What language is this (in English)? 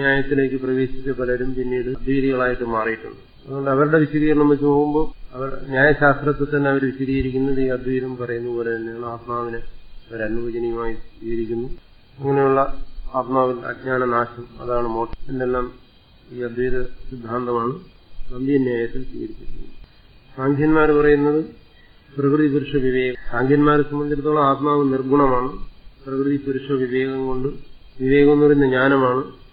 Malayalam